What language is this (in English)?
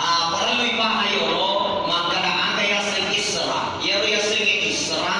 Buginese